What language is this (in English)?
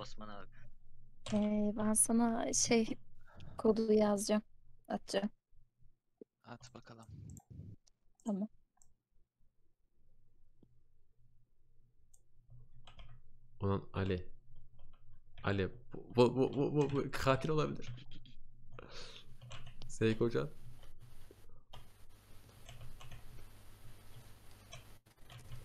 Turkish